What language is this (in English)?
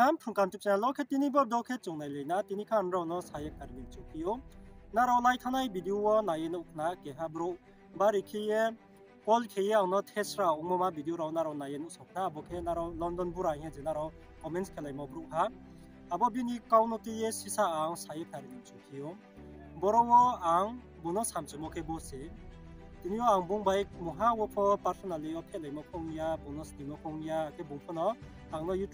Riang (India)